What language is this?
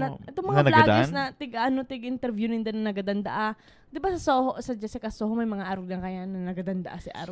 Bikol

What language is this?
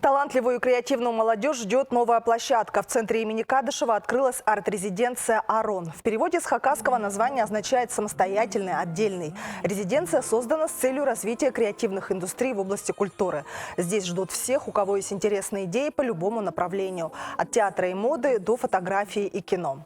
Khakas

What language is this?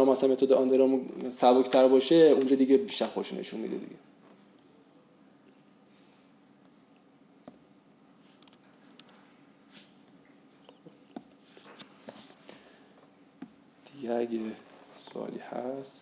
Persian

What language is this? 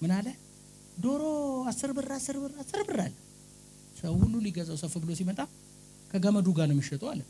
Amharic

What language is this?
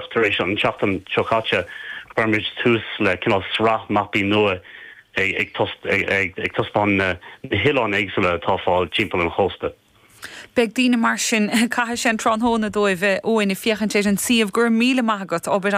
Irish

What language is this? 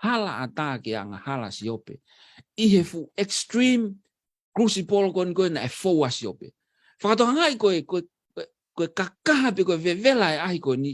Tongan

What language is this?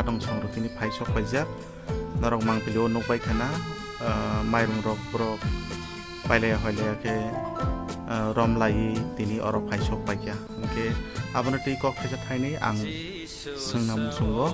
Kok Borok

